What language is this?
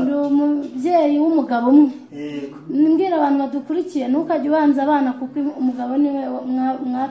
Kinyarwanda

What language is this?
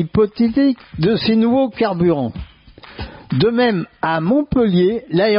French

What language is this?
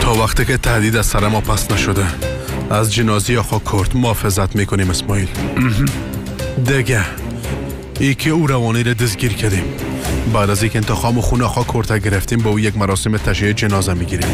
Persian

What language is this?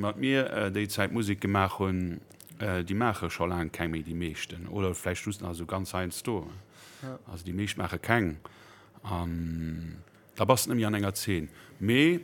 Luxembourgish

